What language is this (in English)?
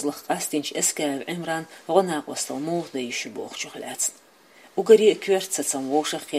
Chechen